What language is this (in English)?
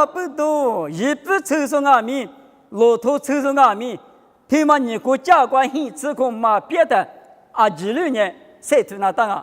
Lisu